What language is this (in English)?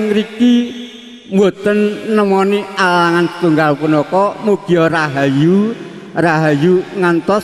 Javanese